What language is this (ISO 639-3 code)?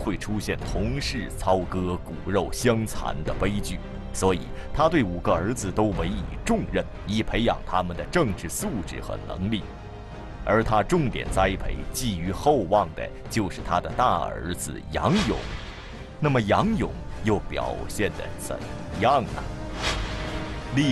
zho